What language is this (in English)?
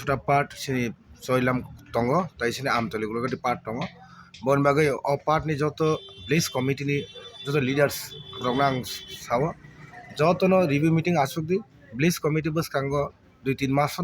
Kok Borok